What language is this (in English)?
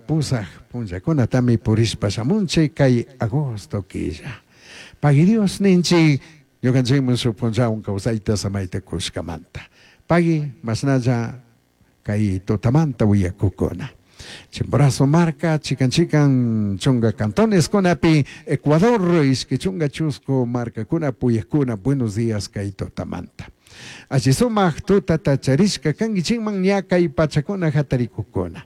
Chimborazo Highland Quichua